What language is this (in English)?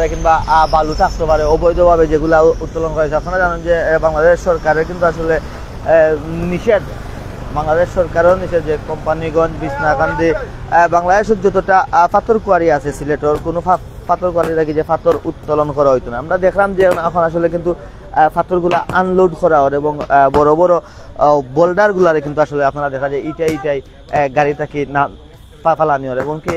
Sylheti